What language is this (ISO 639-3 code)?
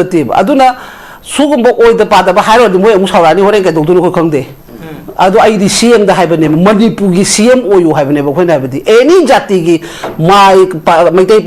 mni